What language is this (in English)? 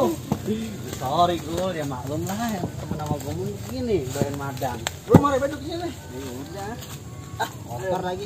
Betawi